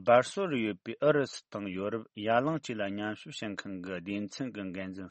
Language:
Tibetan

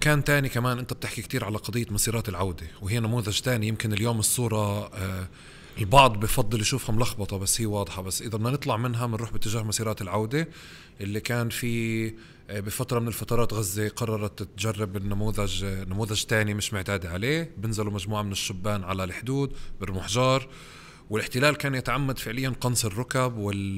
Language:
North Levantine Arabic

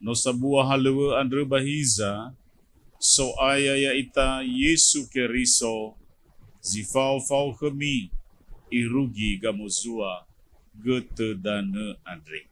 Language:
Nias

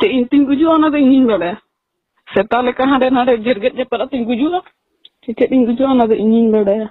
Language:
Santali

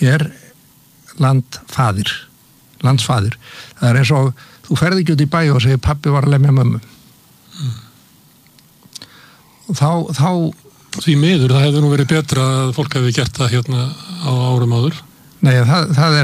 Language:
Icelandic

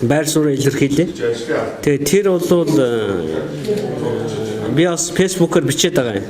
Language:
Mongolian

